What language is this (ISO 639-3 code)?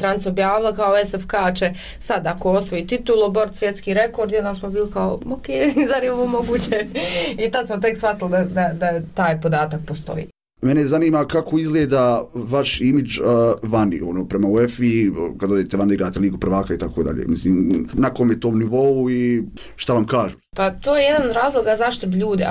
bos